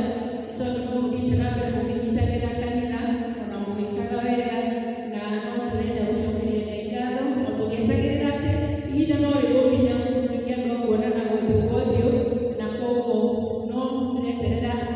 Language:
Kikuyu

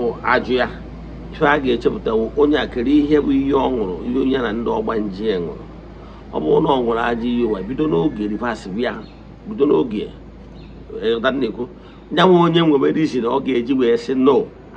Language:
Igbo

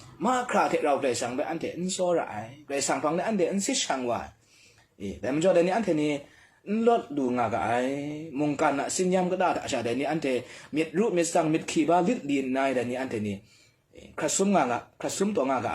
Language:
Kachin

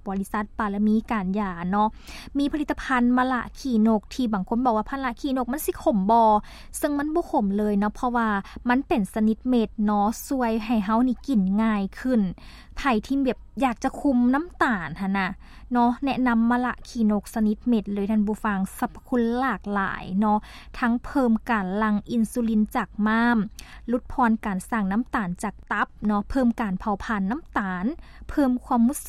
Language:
Lao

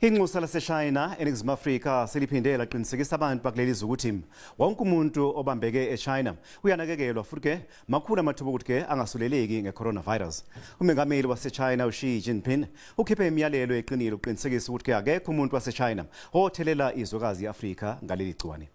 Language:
Zulu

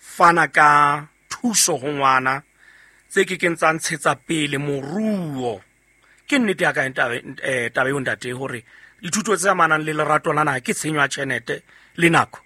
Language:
Southern Sotho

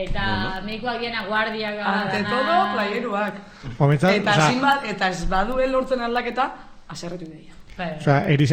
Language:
Basque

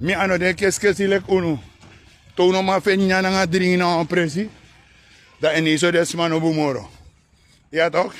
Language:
Sranan Tongo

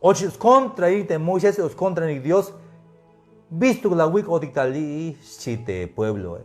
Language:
Tzeltal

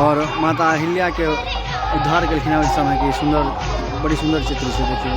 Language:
Maithili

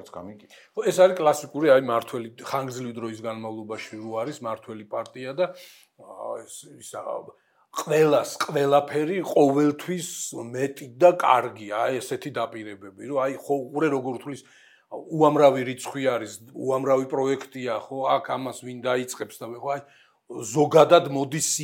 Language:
Georgian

